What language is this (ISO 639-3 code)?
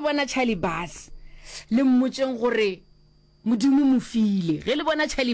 nso